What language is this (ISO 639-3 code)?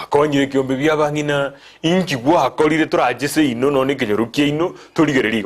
guz